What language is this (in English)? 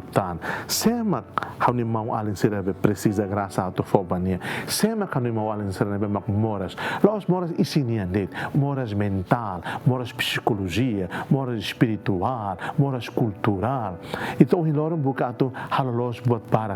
Tetum